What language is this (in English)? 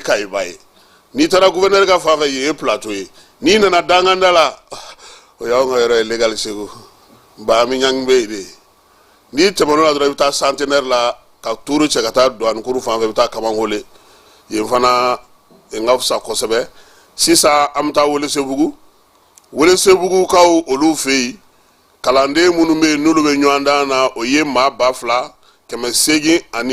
Bambara